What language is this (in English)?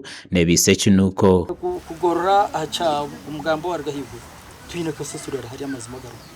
Nyankole